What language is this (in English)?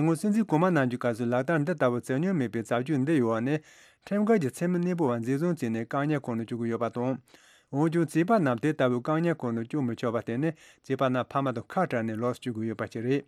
Tibetan